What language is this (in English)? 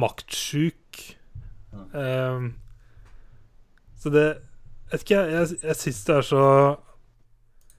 Norwegian